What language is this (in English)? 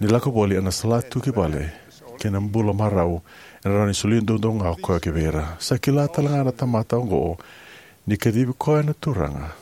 Fijian